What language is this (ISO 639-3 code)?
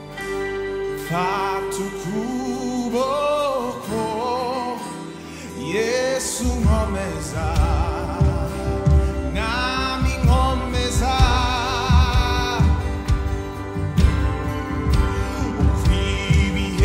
kin